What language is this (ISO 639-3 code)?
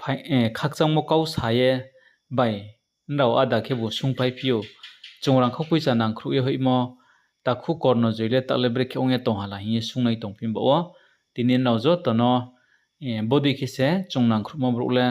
ria